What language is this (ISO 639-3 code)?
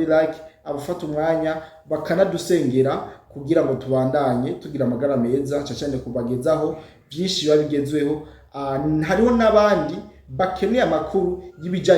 run